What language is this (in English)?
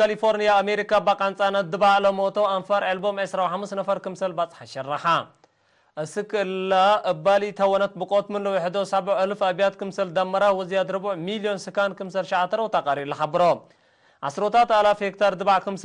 Tigre